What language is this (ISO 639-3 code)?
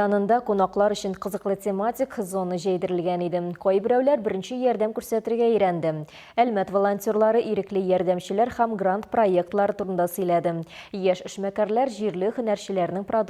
tat